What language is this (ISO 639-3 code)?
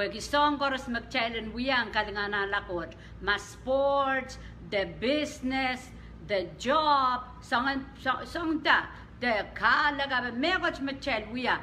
pon